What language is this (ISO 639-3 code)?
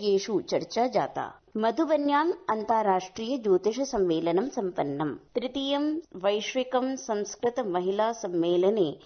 san